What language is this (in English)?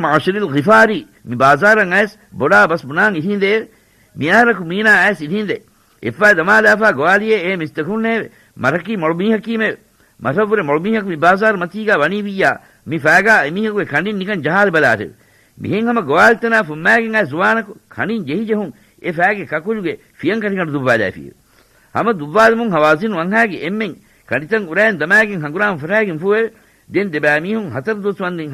Divehi